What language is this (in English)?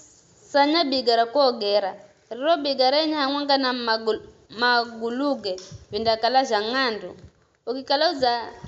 Giryama